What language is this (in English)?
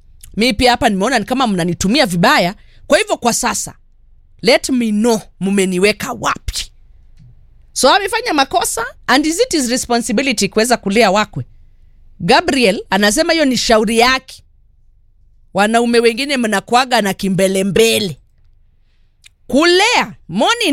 Swahili